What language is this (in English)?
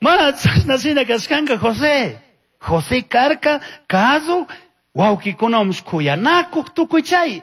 Chimborazo Highland Quichua